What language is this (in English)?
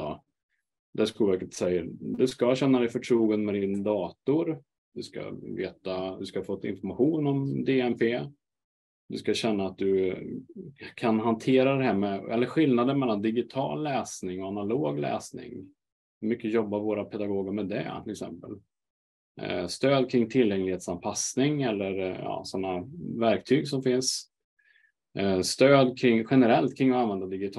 Swedish